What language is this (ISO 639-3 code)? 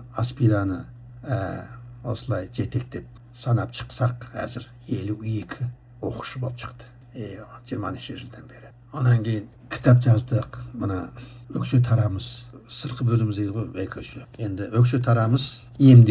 kaz